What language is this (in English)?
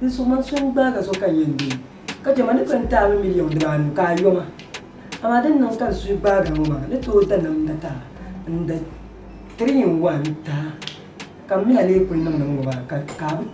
Dagbani